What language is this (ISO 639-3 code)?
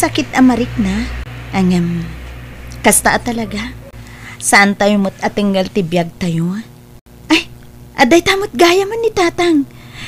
ilo